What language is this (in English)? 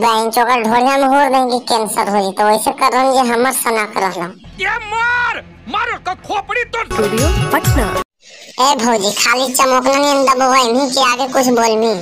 Magahi